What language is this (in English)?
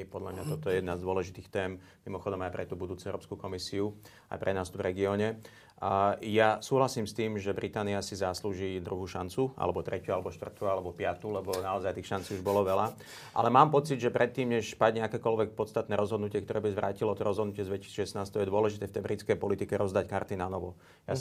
Slovak